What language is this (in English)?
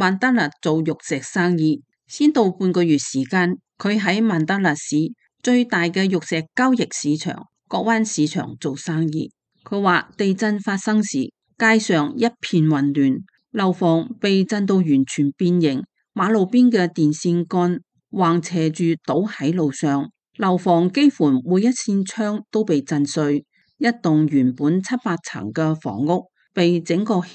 Cantonese